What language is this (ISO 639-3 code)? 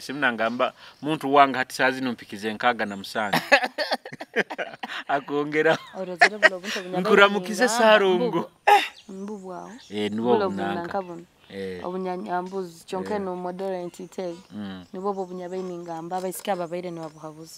nyo